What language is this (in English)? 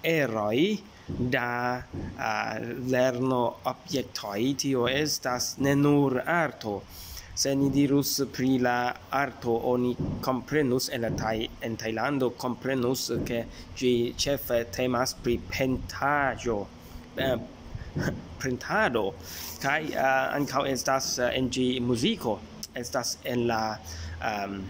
Esperanto